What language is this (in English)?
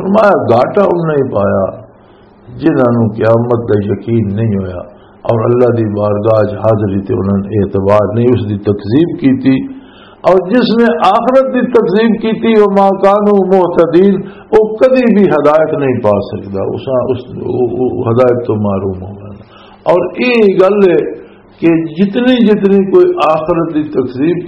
Western Panjabi